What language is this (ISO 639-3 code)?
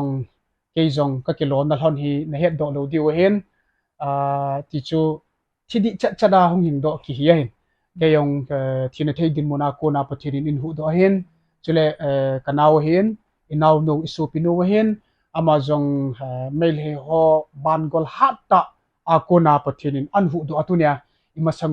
tcz